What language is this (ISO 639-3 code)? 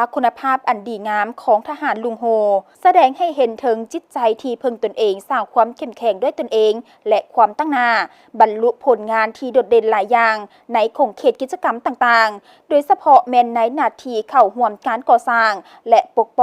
lao